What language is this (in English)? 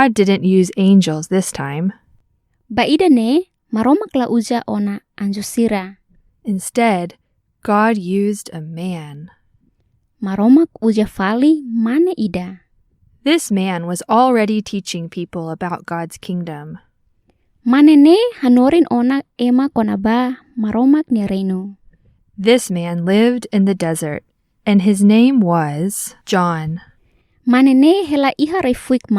Tetum